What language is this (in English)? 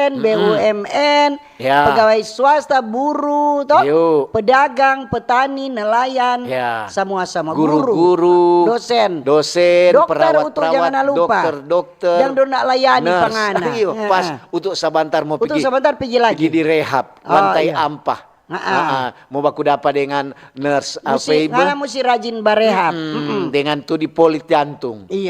Manado Malay